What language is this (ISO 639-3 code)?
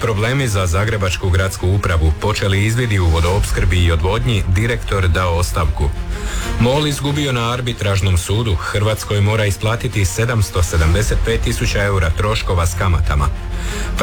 hrv